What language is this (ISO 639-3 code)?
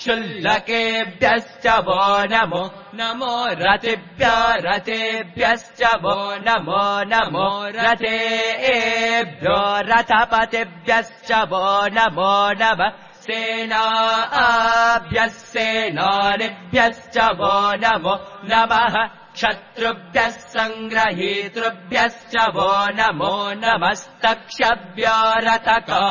san